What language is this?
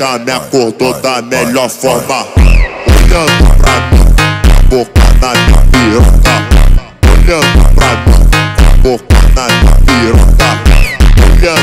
Portuguese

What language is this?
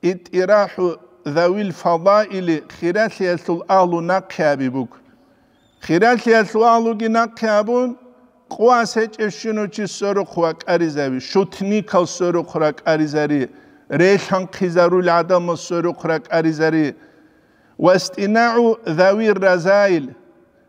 Avaric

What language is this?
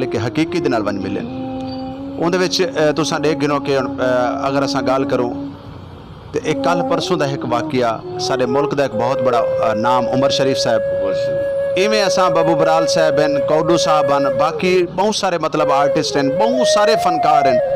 Saraiki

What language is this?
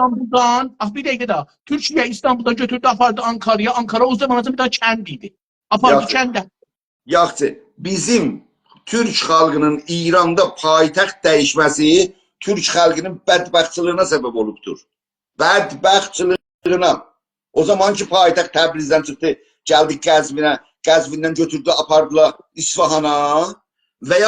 South Azerbaijani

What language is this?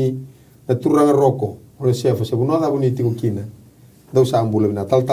Fijian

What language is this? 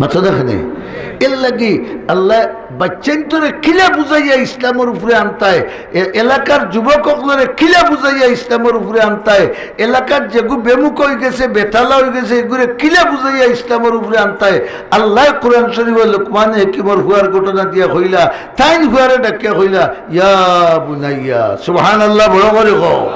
Sylheti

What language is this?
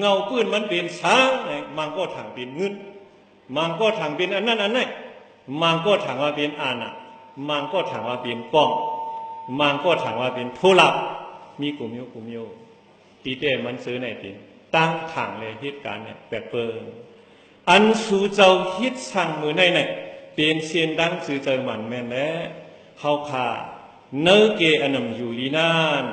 Shan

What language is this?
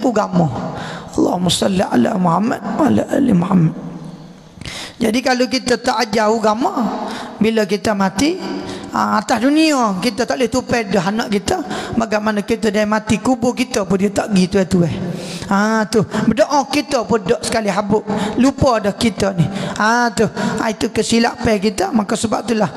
Malay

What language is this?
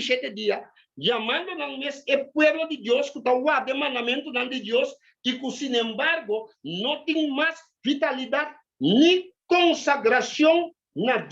Papiamento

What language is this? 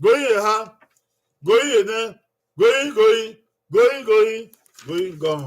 Bini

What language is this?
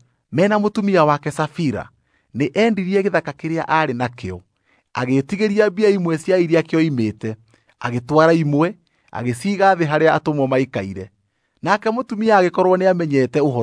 Kikuyu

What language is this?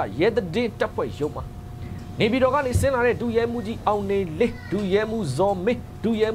Burmese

